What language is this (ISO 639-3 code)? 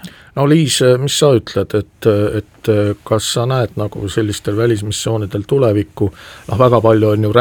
est